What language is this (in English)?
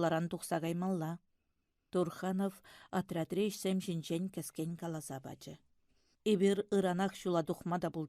Chuvash